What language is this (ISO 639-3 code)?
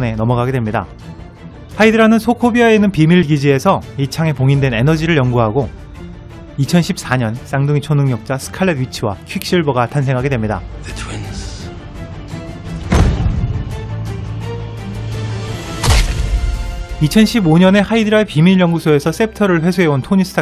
kor